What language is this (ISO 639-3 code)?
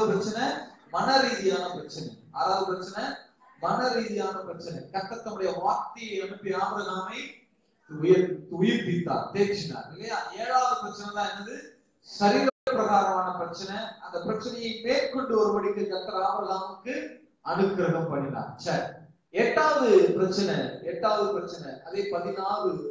tam